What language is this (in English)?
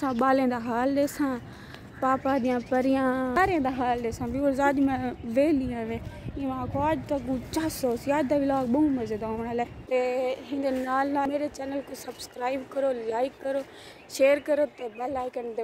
Saraiki